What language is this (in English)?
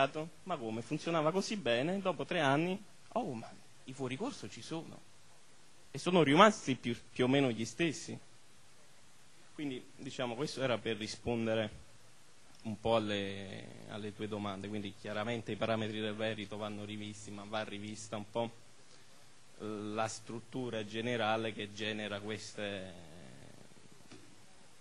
Italian